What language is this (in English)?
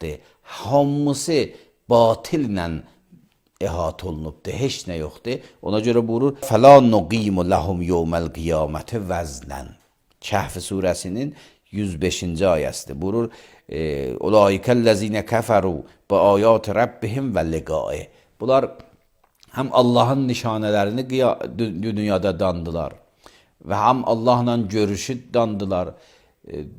Azerbaijani